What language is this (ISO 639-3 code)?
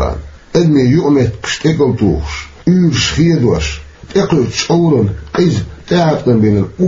che